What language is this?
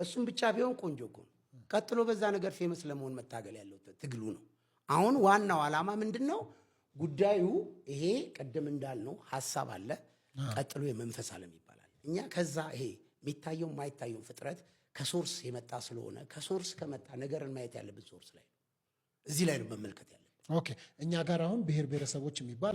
Amharic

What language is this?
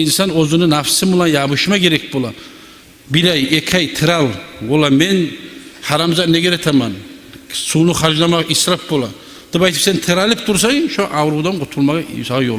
Kumyk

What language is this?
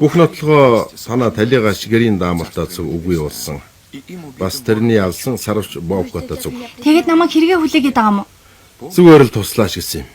Mongolian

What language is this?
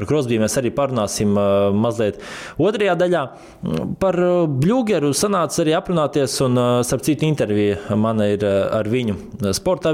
Latvian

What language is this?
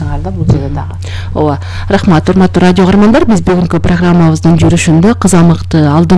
Kyrgyz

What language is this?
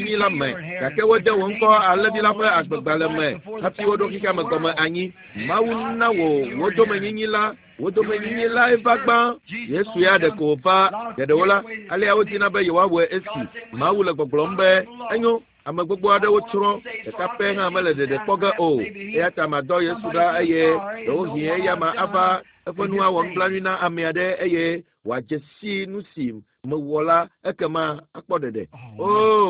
Ewe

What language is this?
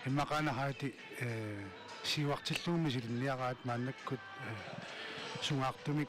Kalaallisut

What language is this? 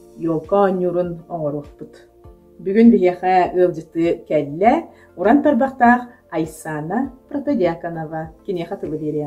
Yakut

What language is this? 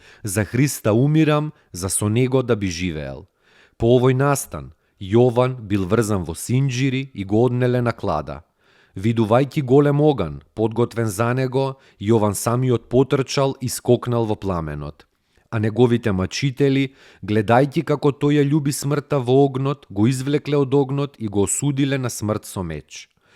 Macedonian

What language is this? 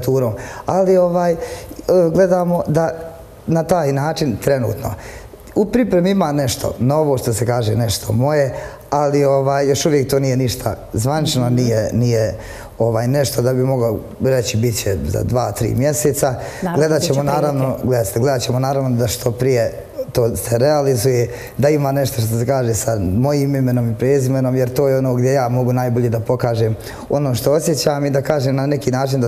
Bosnian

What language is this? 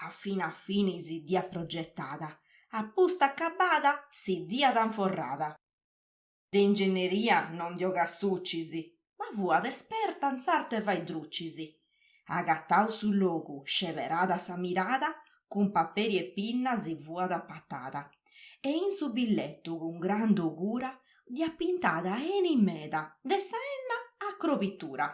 Sardinian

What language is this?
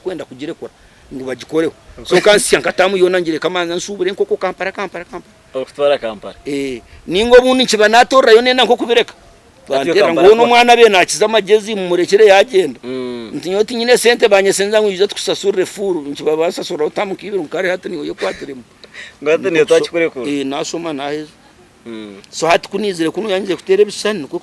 Nyankole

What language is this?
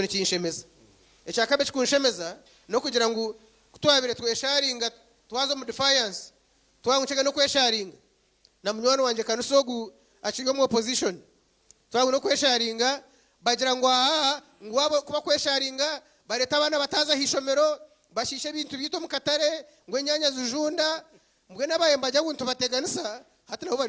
Nyankole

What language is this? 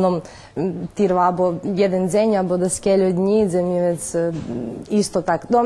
Rusyn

